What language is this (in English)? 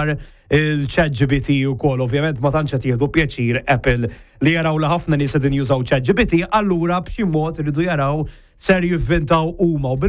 Maltese